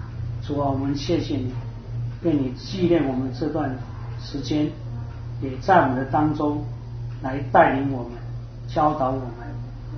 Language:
Chinese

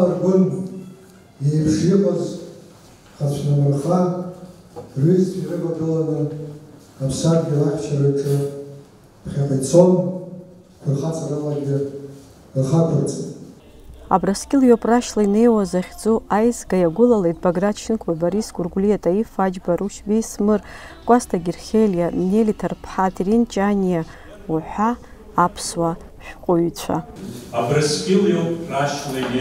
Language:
Abkhazian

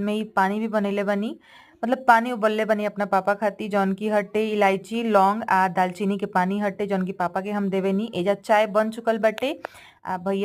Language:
Bhojpuri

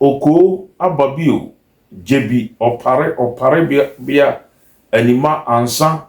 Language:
Akan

